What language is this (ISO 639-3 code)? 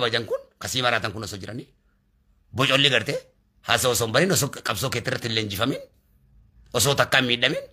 orm